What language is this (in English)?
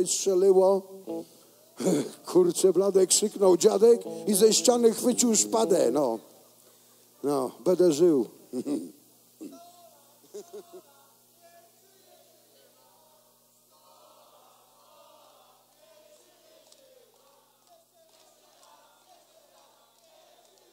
Polish